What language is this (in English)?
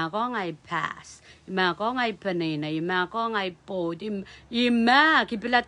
Pohnpeian